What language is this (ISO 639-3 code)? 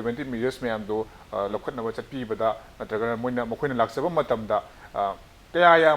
mni